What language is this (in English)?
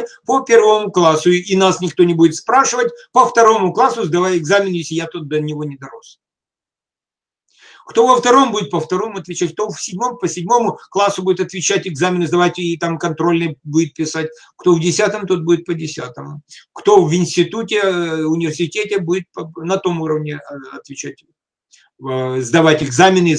Russian